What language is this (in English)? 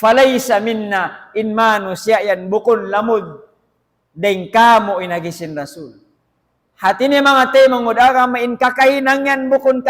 Tausug